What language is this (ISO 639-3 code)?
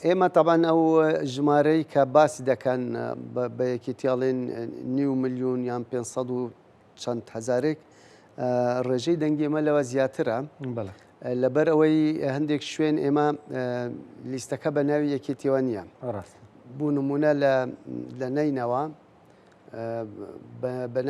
ckb